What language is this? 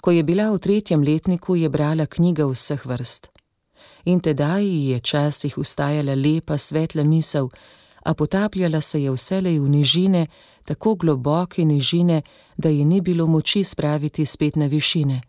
Slovenian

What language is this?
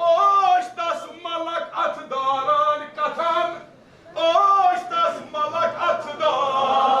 Kashmiri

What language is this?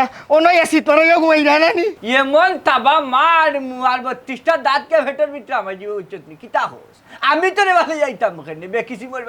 Sylheti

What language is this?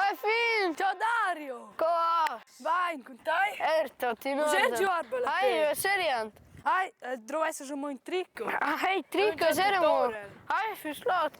Romansh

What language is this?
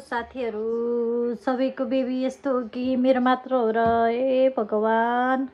Nepali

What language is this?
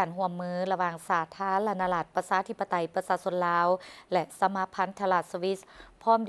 Lao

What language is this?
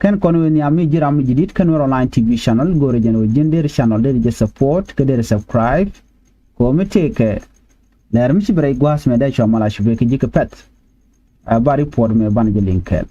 Nuer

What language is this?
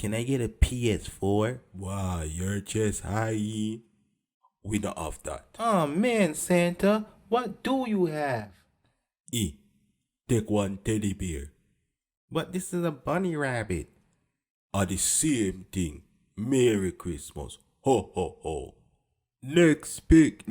Jamaican Creole English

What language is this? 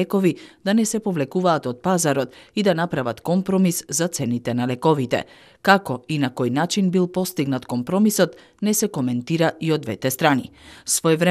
Macedonian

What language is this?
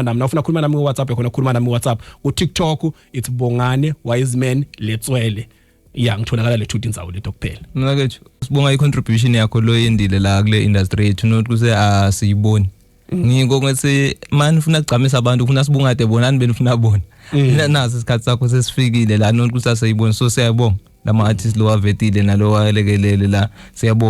Zulu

